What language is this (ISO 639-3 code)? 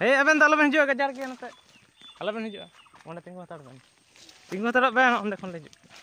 sat